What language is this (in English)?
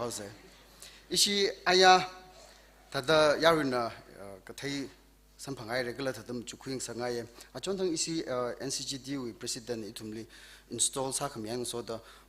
Tangkhul Naga (India)